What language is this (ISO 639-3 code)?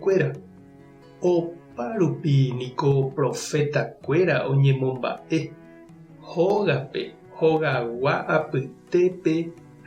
grn